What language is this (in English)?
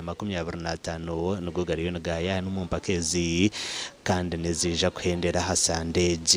Nyankole